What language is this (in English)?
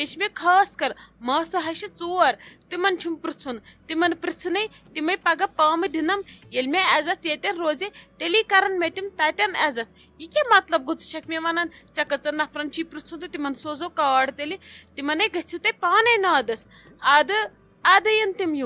Kashmiri